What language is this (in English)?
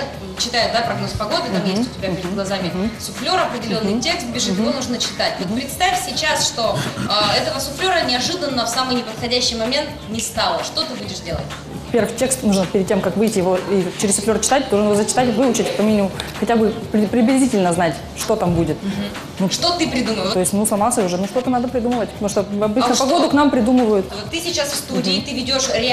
Russian